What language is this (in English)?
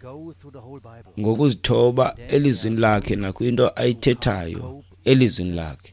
Xhosa